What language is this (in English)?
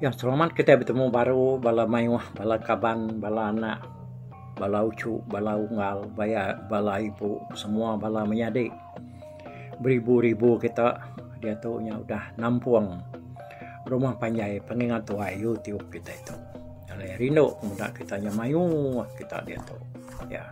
Iban